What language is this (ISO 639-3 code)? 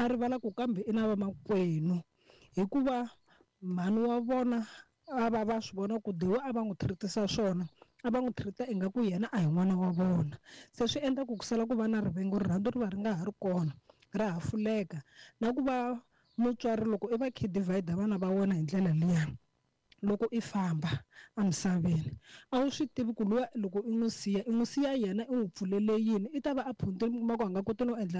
tso